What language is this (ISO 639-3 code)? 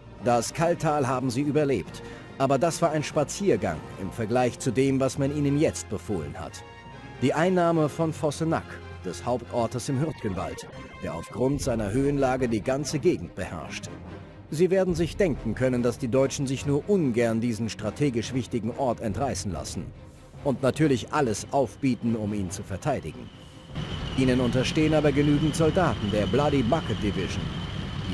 bar